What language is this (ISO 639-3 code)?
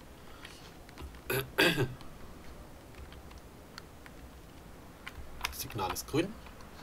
deu